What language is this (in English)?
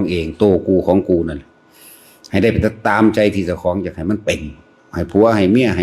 Lao